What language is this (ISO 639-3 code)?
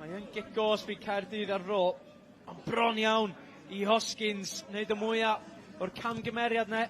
cym